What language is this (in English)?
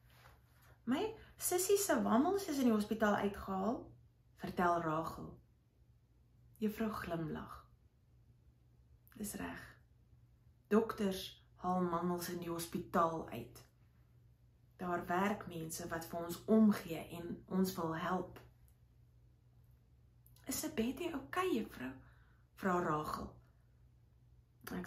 Afrikaans